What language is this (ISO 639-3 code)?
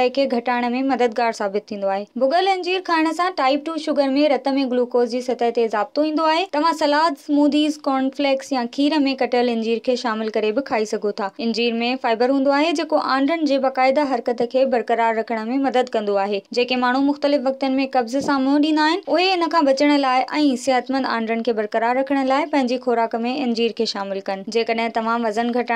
snd